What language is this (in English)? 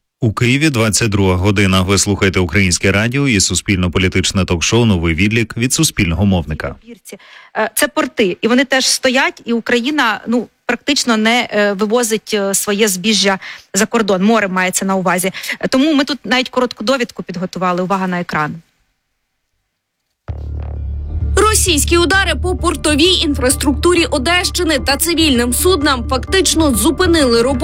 Ukrainian